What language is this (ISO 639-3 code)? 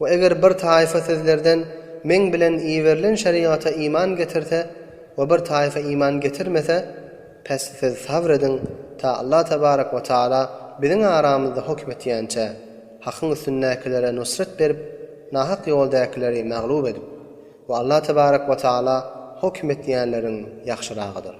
tuk